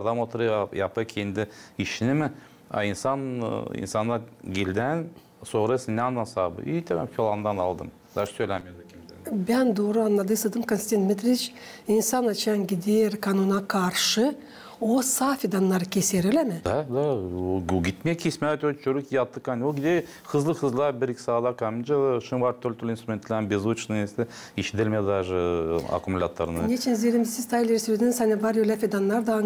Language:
Gagauz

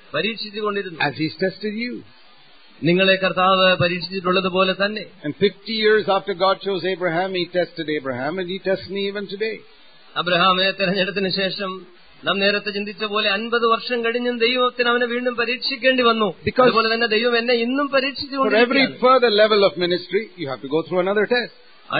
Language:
Malayalam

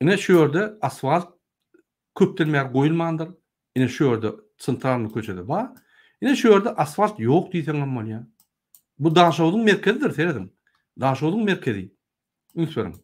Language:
Turkmen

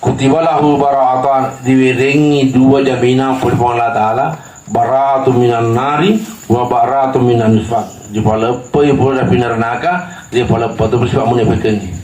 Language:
Buginese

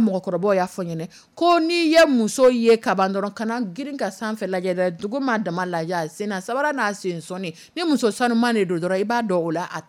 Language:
Dyula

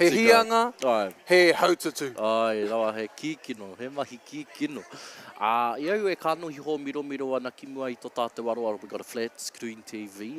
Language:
Māori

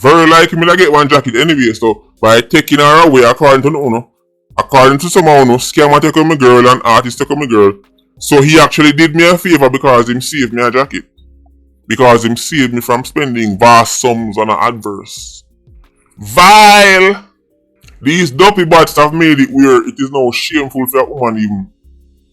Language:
Jamaican Creole English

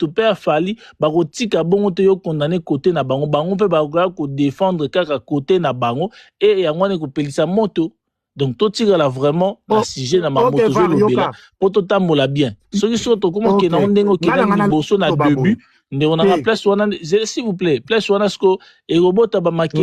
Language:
Lingala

